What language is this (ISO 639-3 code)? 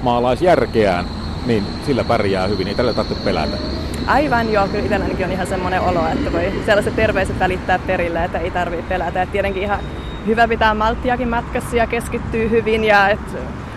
fin